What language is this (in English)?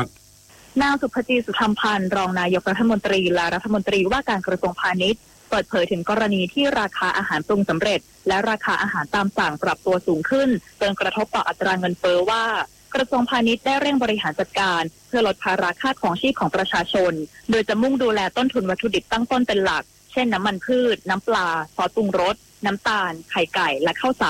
Thai